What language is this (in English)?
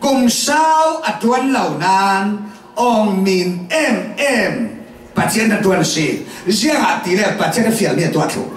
Falam Chin